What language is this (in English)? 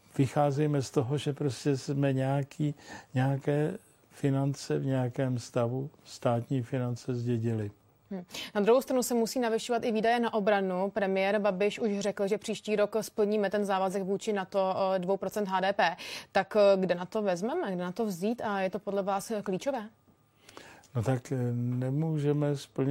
Czech